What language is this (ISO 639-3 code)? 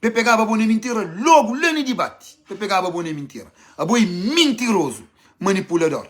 kea